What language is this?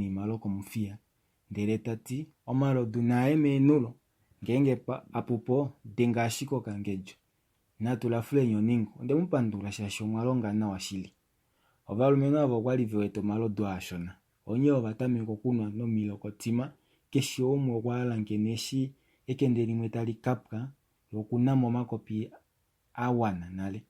Kuanyama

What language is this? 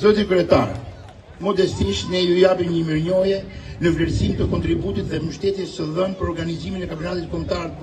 Albanian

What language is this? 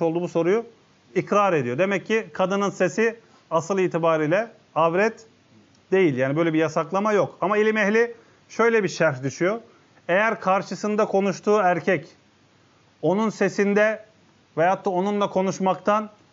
Turkish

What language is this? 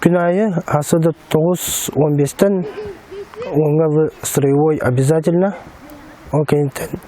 Yakut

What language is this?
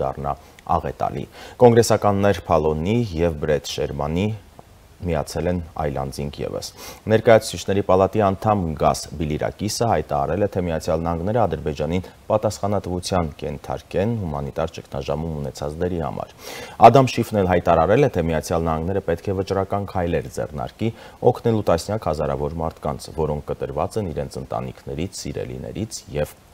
Armenian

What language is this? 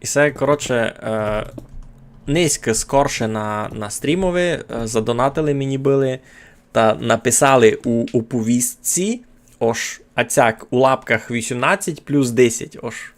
Rusyn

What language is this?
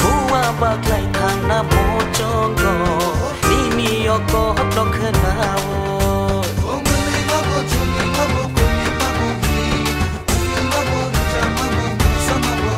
Kok Borok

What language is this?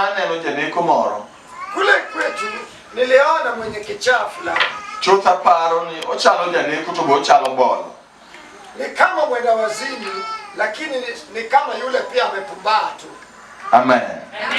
Luo (Kenya and Tanzania)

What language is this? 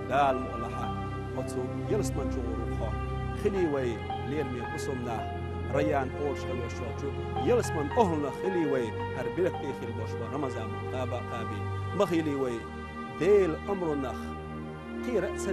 Chechen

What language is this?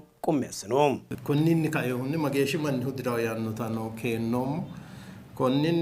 Sidamo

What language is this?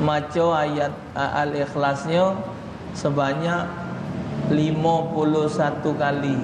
Musi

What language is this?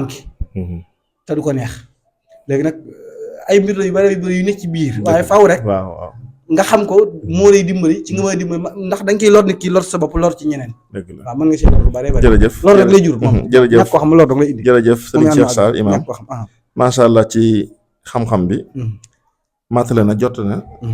Wolof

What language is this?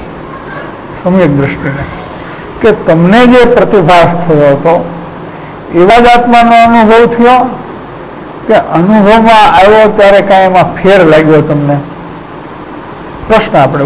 Gujarati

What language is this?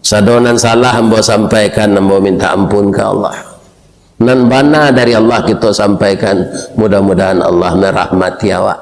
Minangkabau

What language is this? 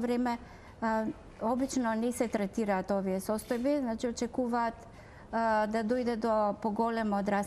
Macedonian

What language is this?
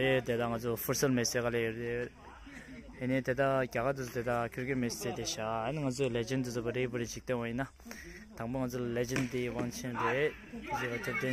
Tibetan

